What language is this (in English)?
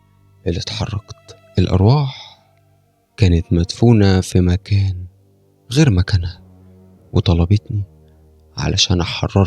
Egyptian Arabic